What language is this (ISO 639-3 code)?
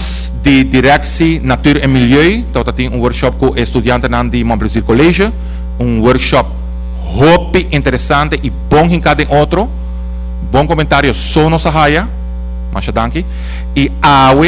pap